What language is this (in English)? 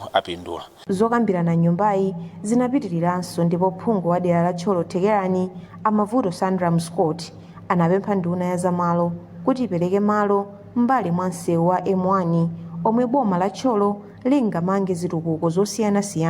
Nyanja